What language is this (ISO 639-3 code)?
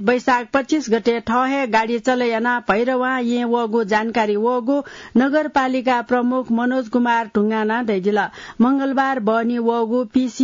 new